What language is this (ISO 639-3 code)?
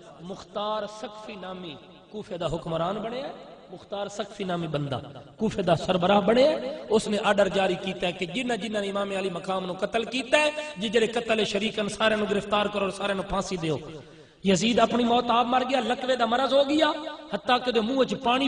skr